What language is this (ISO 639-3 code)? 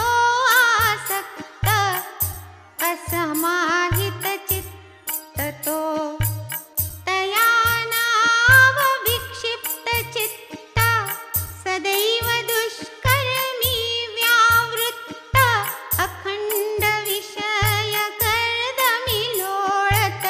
mar